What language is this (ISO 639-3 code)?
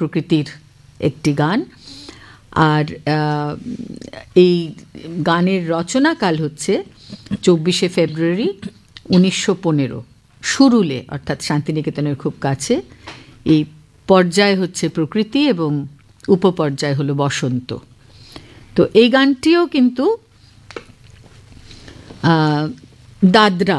ben